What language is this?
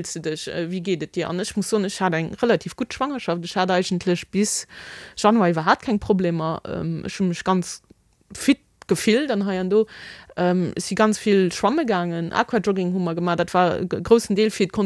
Luxembourgish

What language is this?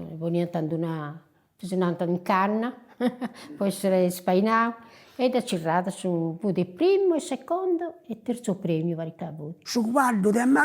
Sardinian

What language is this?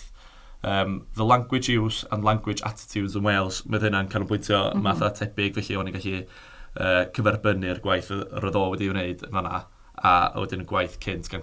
Welsh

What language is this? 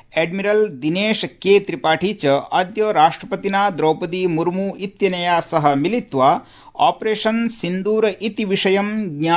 Sanskrit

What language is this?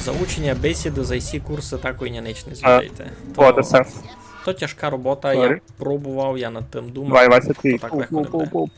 Rusyn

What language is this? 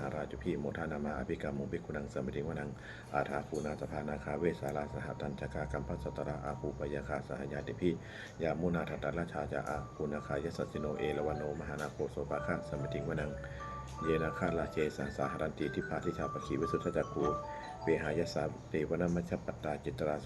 Pali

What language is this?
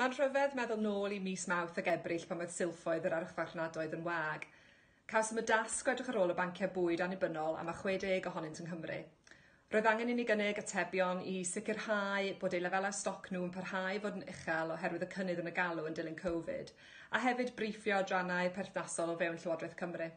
Welsh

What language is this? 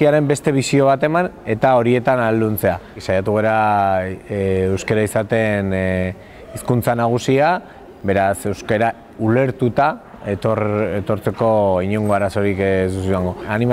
Basque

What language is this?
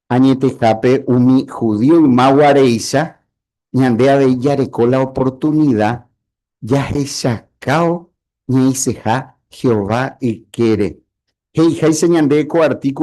Guarani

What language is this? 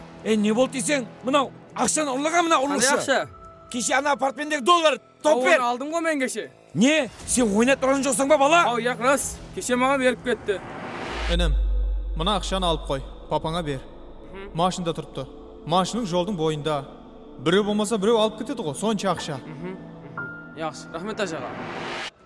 Kara-Kalpak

